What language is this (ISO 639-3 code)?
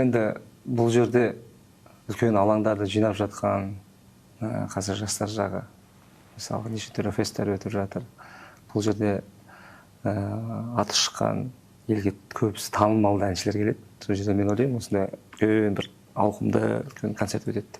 kaz